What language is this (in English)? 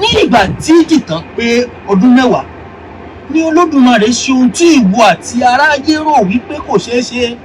Yoruba